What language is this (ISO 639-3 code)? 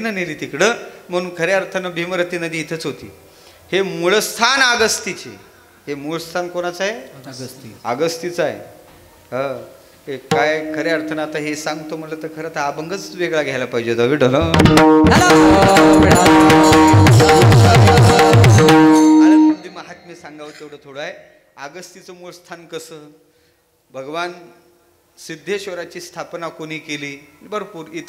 mar